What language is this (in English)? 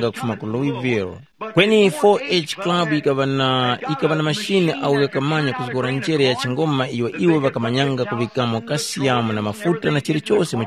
Tumbuka